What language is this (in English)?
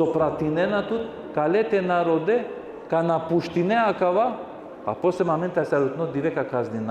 Balkan Romani